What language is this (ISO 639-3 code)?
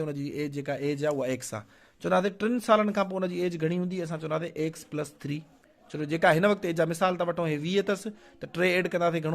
snd